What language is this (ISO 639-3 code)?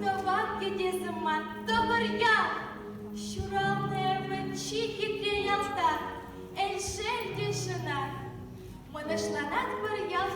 chv